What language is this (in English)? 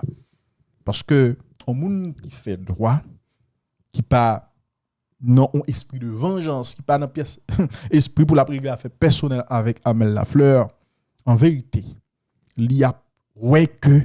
Haitian Creole